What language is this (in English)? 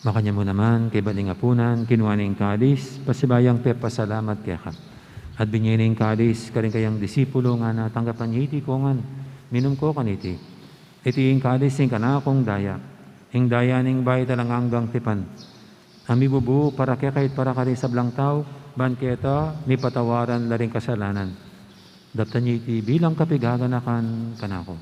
Pampanga